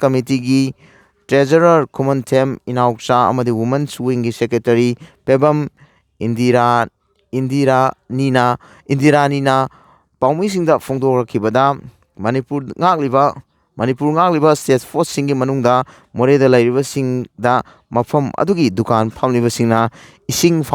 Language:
Manipuri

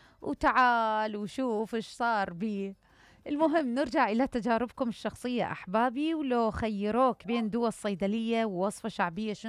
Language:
Mesopotamian Arabic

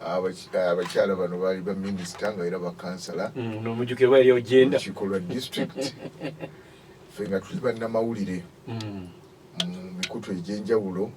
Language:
Ganda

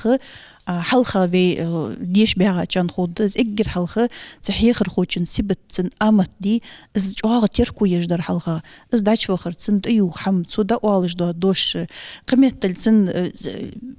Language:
Ingush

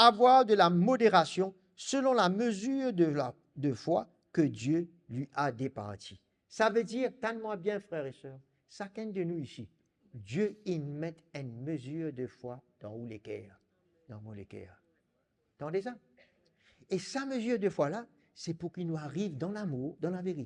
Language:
Morisyen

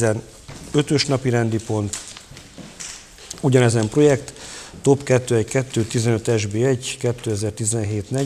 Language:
Hungarian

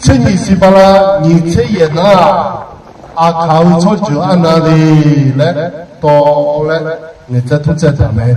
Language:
Akha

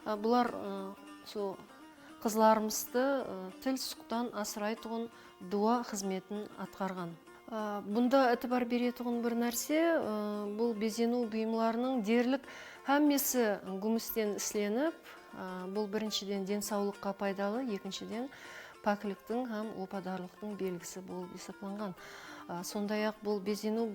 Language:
Kara-Kalpak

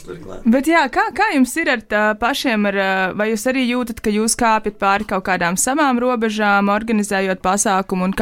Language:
Latvian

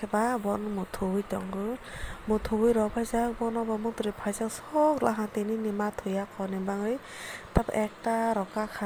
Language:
Kok Borok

